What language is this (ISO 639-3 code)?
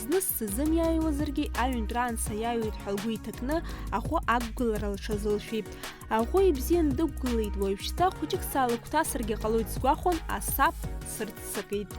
abk